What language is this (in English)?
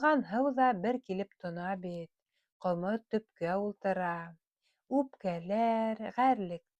Bashkir